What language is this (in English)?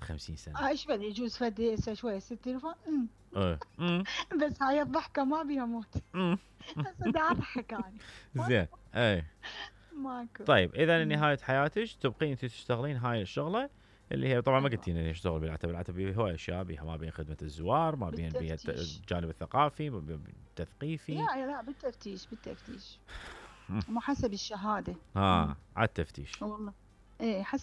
Mesopotamian Arabic